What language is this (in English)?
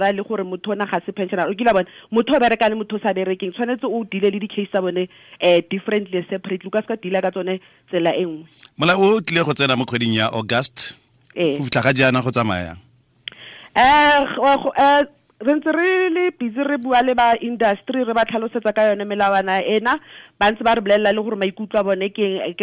Tswana